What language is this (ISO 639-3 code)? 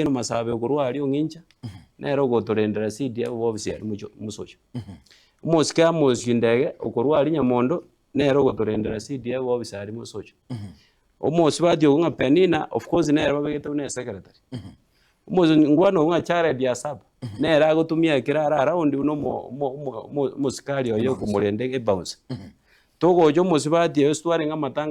guz